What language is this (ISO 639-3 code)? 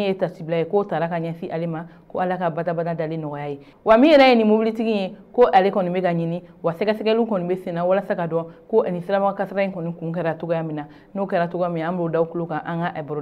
bam